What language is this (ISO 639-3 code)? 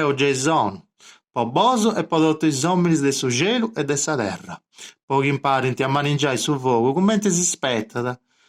srd